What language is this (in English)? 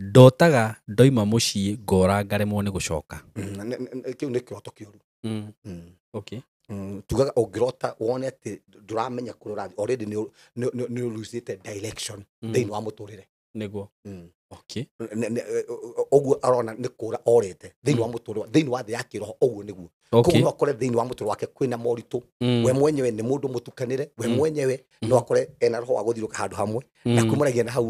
Kikuyu